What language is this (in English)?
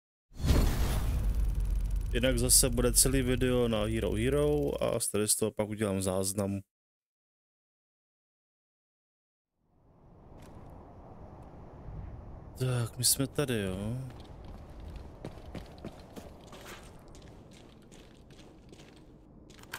Czech